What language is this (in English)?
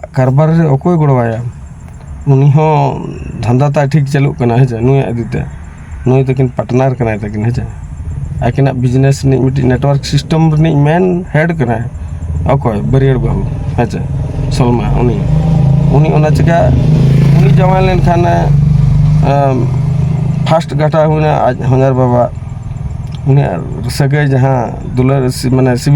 Santali